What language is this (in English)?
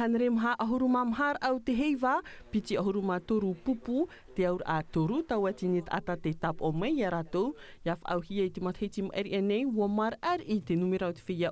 Tahitian